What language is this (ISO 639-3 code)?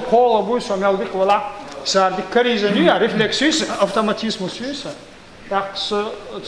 che